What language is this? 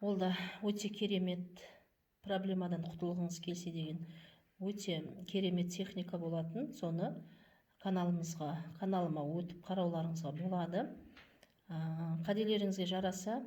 Kazakh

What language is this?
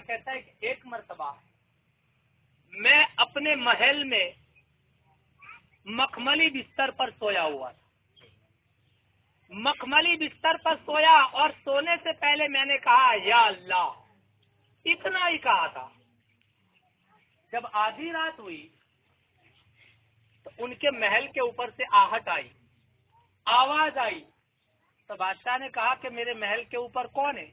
Urdu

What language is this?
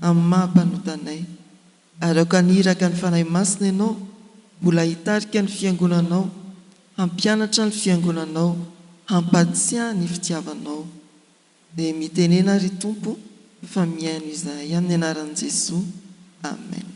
Malagasy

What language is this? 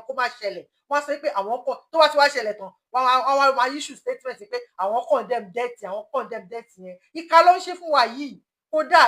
Yoruba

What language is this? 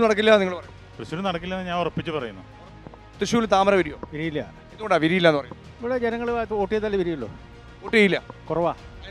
Malayalam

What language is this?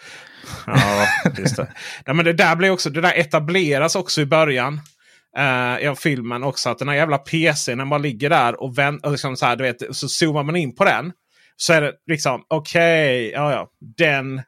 Swedish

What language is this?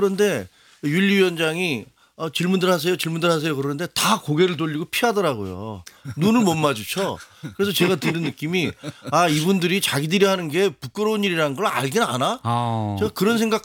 Korean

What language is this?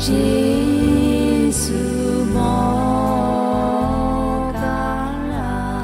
Konkani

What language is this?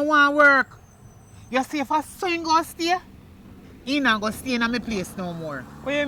Jamaican Creole English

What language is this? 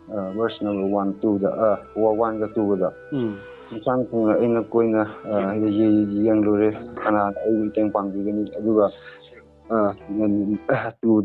Manipuri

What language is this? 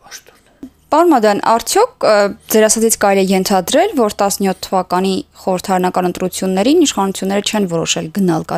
Armenian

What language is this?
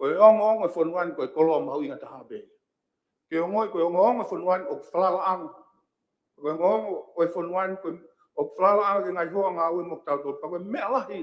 Tongan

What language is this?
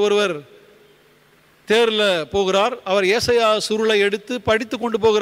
Tamil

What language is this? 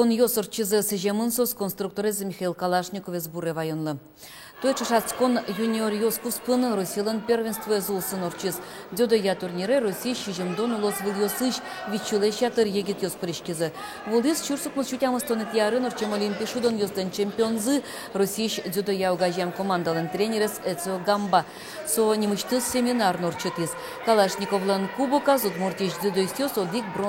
Udmurt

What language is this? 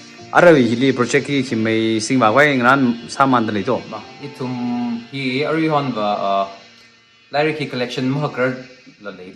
Tangkhul Naga (India)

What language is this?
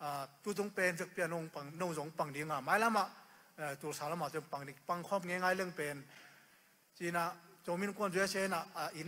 Tedim Chin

